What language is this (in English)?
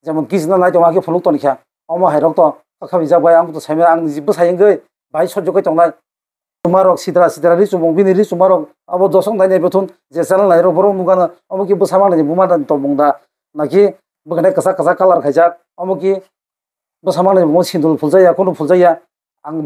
Kok Borok